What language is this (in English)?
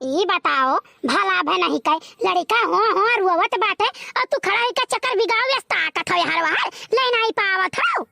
Awadhi